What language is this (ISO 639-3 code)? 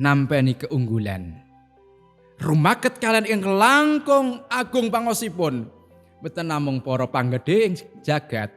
jav